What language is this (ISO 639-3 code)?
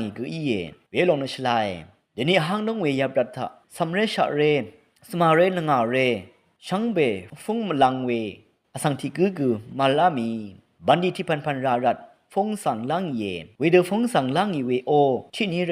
raw